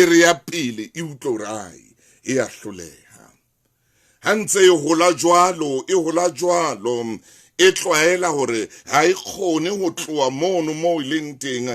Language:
Southern Sotho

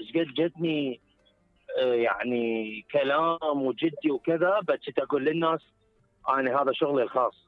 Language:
Mesopotamian Arabic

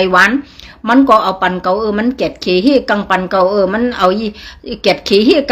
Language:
Shan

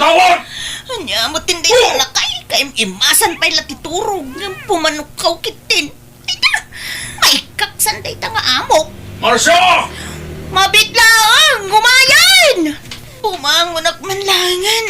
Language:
Iloko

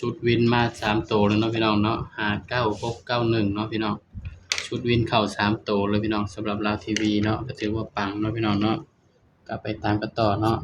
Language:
Northeastern Thai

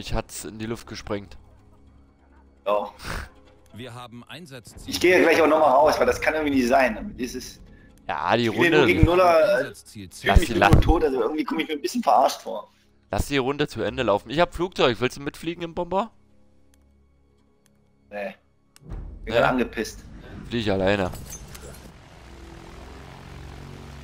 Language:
German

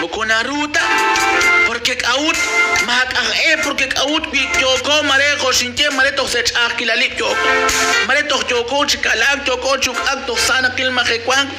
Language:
Kekchí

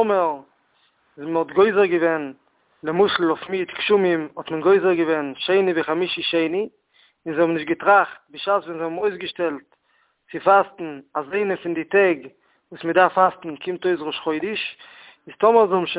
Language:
Yiddish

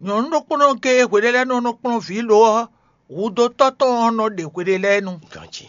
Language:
Fon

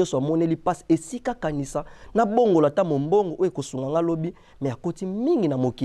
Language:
Lingala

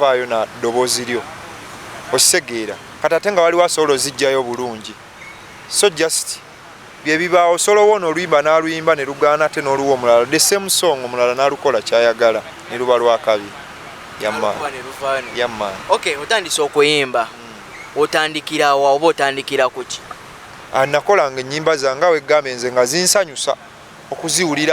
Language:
Ganda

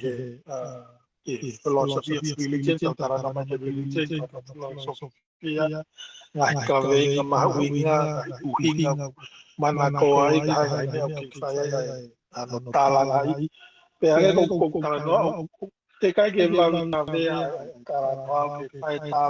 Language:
Tongan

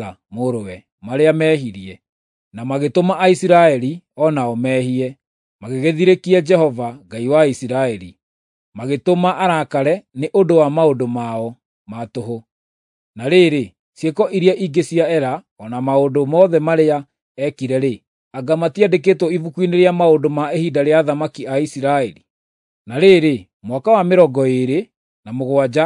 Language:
Kikuyu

